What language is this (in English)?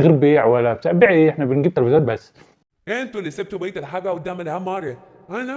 Egyptian Arabic